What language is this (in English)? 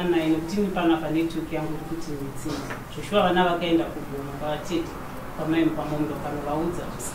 Shona